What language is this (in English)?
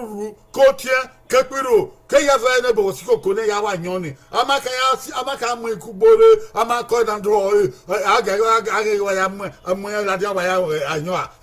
Bini